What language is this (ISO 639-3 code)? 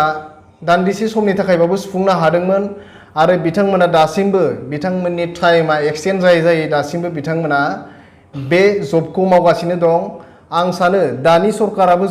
brx